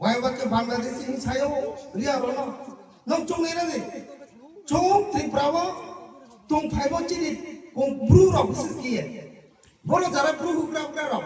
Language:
Kok Borok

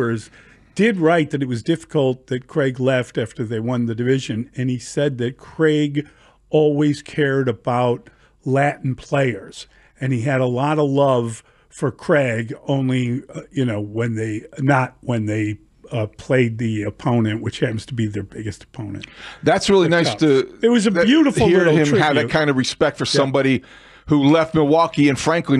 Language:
English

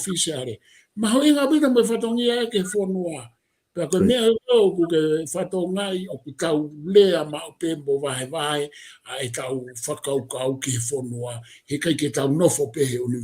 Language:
Tongan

